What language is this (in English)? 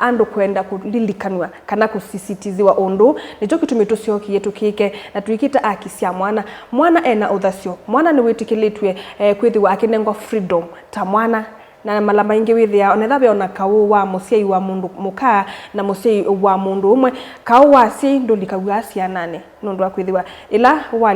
Kamba